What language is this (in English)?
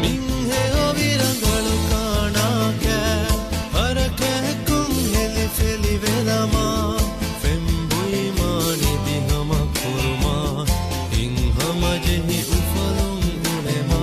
Divehi